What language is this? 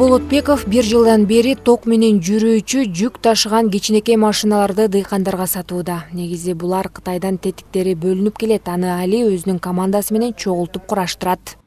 Kyrgyz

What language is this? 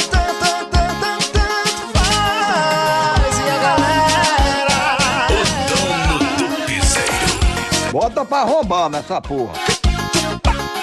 Portuguese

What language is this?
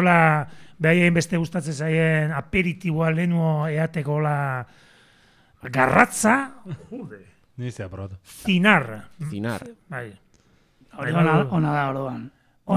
Basque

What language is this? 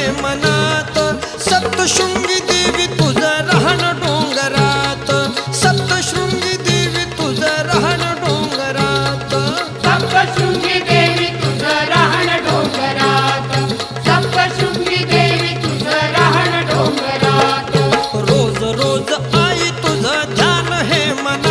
Marathi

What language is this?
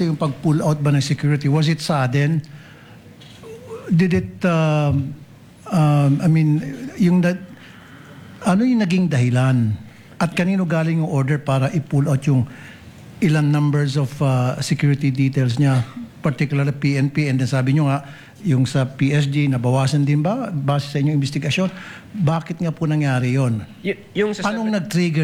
Filipino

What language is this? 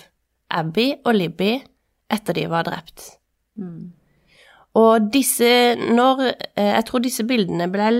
Norwegian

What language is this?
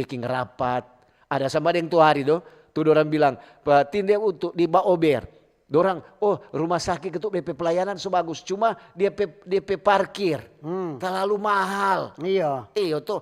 Manado Malay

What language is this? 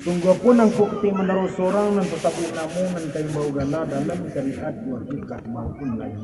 Minangkabau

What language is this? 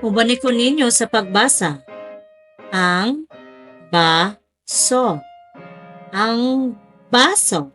Cebuano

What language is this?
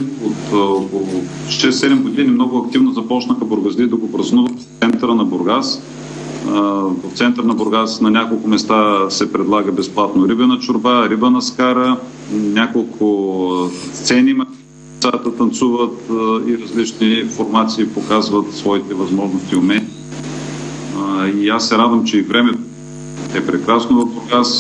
Bulgarian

